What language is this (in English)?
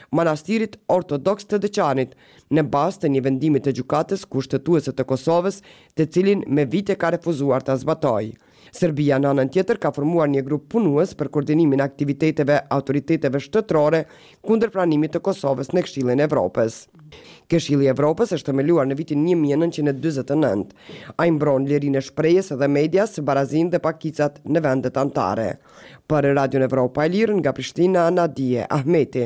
Albanian